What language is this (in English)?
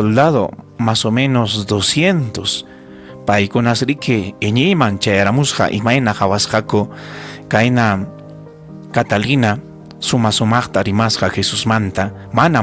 Ayacucho Quechua